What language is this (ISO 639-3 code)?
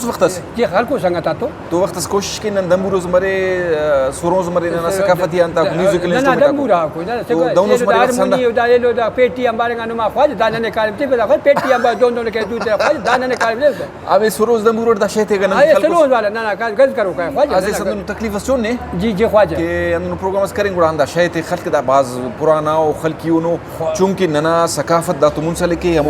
brh